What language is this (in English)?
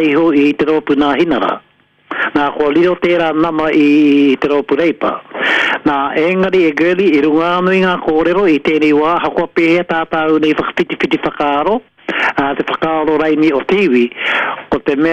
Māori